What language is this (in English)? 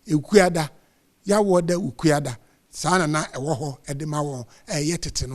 Akan